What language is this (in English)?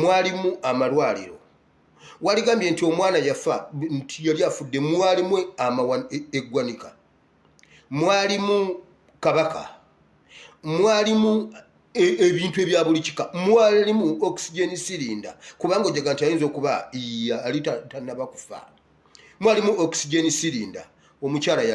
Ganda